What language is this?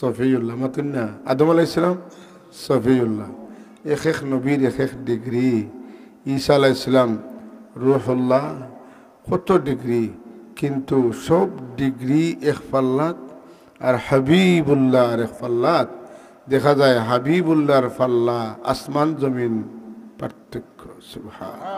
Sylheti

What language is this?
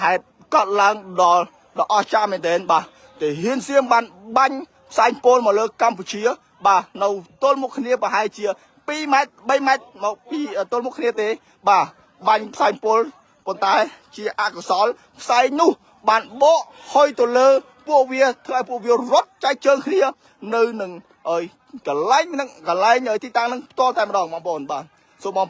Khmer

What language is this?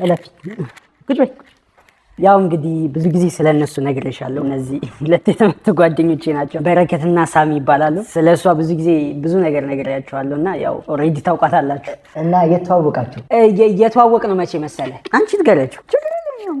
Amharic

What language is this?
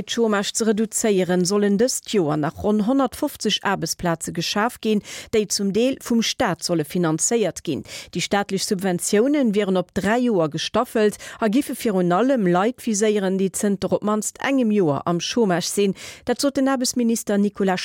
Luxembourgish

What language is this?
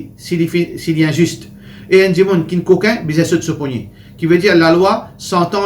Morisyen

